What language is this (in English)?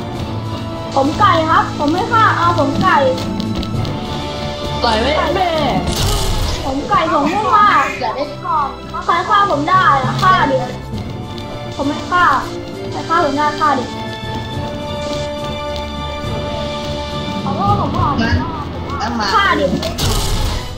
Thai